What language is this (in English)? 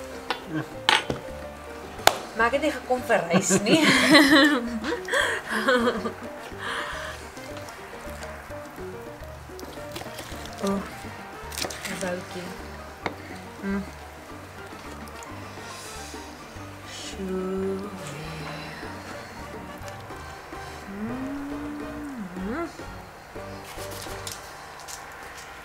Afrikaans